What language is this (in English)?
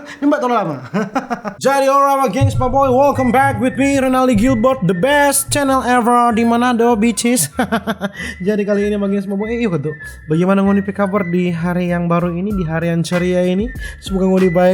Manado Malay